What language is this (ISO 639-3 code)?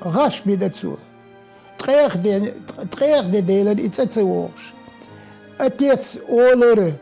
che